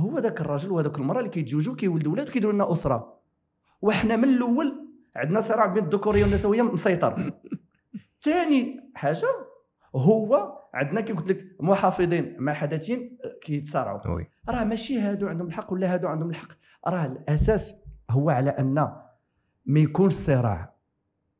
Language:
Moroccan Arabic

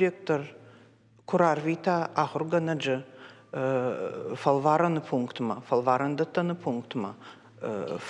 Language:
Ossetic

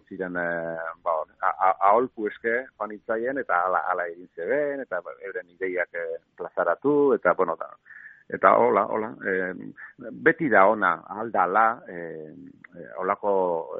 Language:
Basque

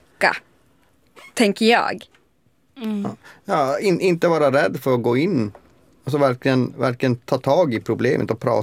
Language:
Swedish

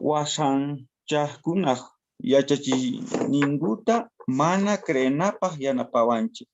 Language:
South Bolivian Quechua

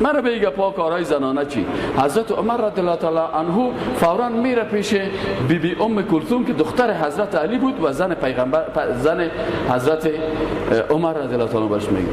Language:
Persian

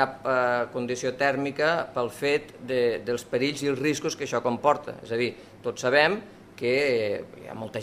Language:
Catalan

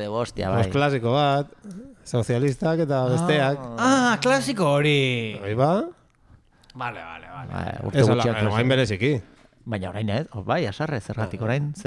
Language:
Basque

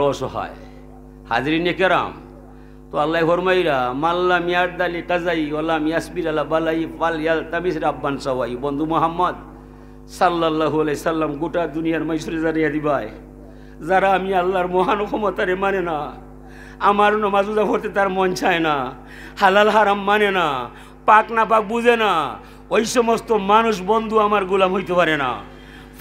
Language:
Sylheti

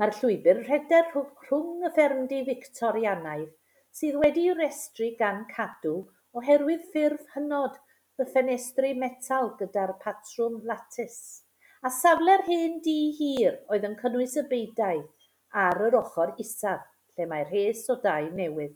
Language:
Welsh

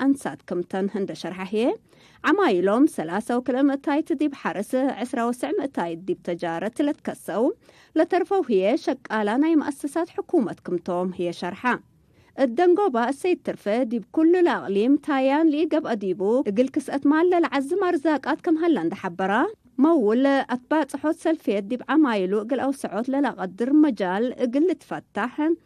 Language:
Tigre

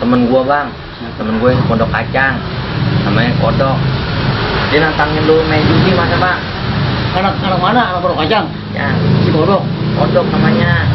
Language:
Betawi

